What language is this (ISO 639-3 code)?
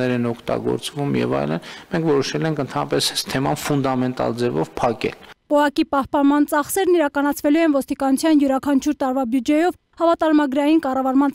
hye